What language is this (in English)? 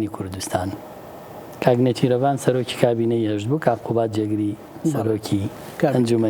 Central Kurdish